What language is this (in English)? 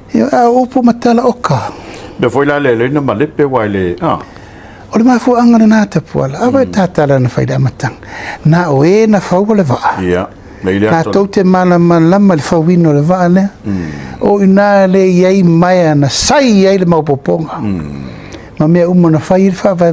Samoan